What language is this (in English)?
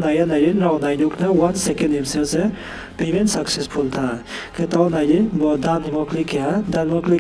Riang (India)